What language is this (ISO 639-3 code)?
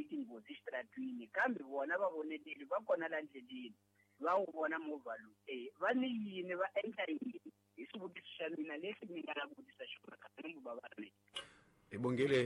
tso